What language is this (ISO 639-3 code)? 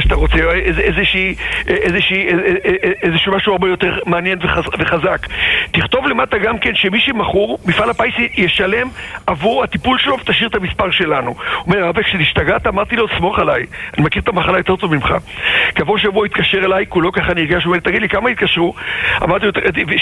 heb